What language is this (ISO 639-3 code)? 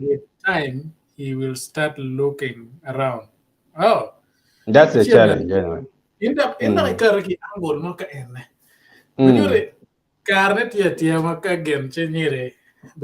ach